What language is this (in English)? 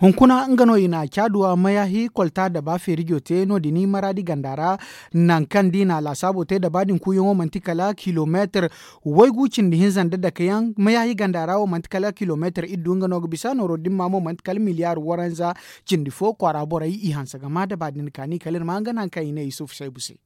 Zarma